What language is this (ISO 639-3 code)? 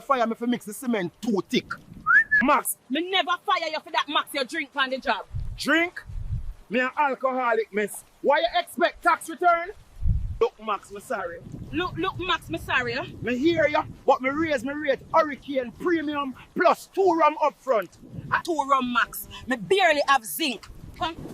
jam